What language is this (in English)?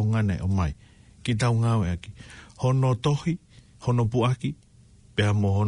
Tongan